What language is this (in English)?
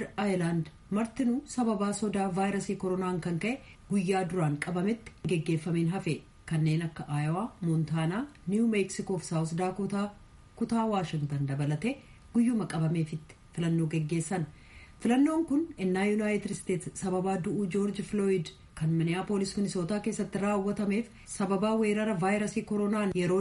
Oromo